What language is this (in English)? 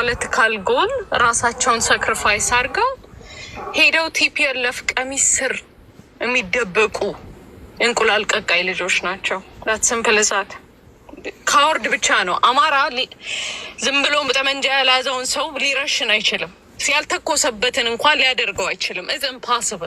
Amharic